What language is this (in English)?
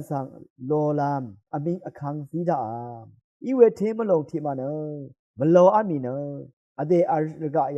Rawang